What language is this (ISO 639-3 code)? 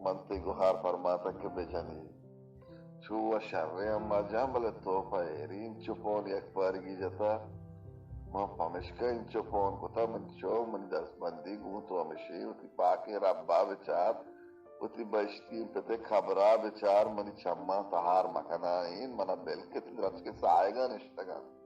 bal